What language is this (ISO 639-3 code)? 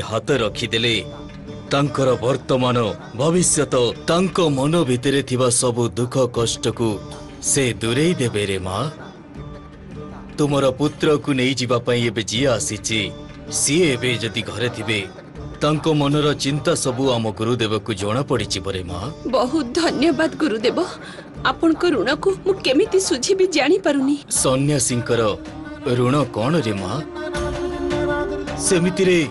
ori